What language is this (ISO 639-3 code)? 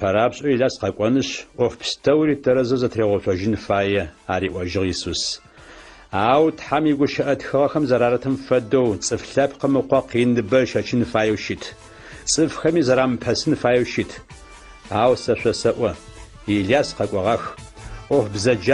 ady